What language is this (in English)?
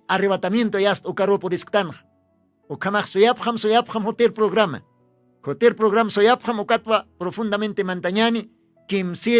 Aymara